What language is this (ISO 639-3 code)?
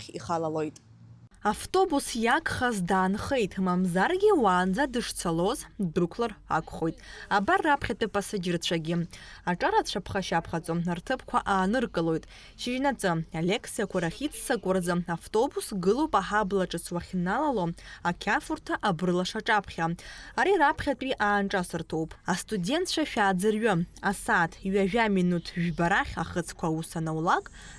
abk